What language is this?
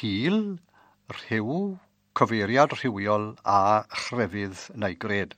Welsh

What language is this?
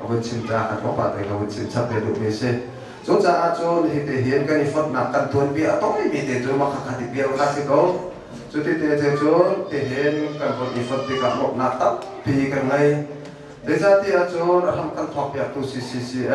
Hakha Chin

